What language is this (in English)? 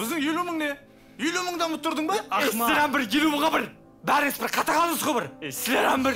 Kara-Kalpak